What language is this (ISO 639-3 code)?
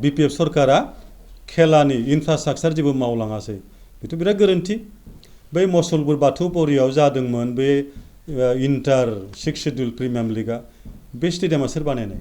brx